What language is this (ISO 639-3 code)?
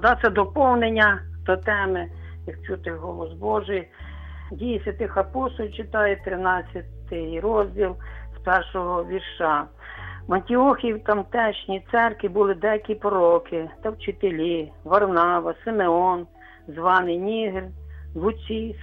ukr